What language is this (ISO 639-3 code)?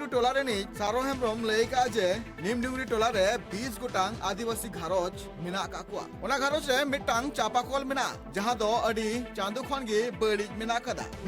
sat